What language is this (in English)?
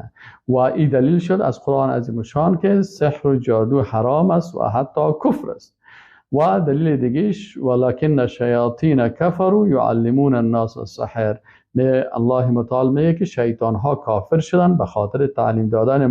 Persian